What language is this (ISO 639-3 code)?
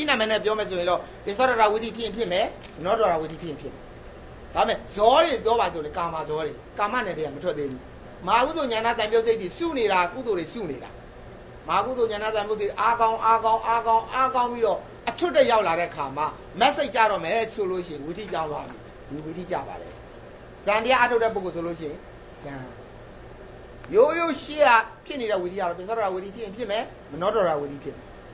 mya